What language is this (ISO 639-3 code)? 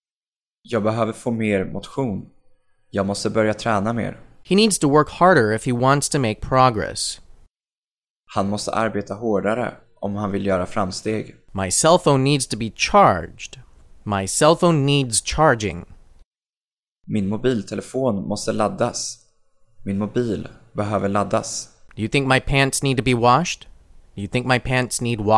swe